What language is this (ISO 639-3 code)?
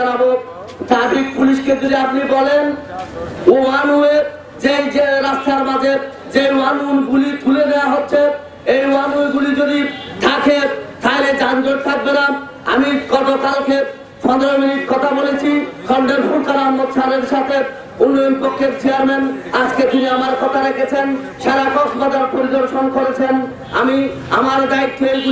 ben